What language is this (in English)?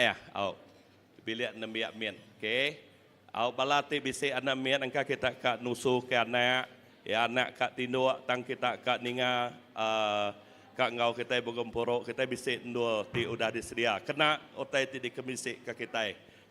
Iban